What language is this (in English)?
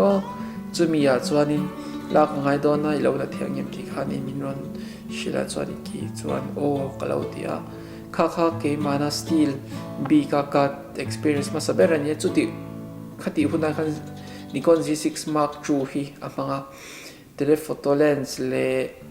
Mizo